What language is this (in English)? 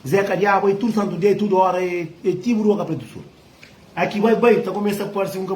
Kabuverdianu